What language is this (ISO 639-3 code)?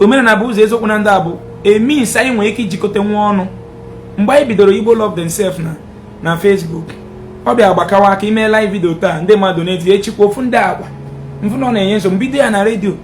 ibo